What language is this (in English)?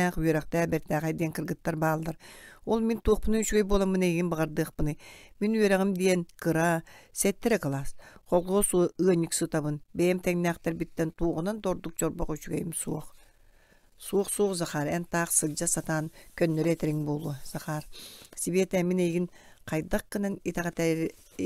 Yakut